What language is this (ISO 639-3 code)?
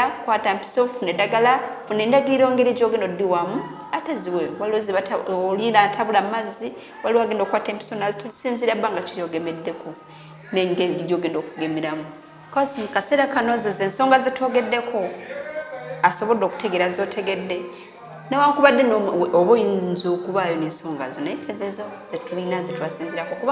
lug